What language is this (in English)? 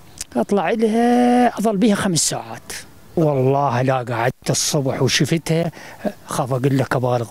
Mesopotamian Arabic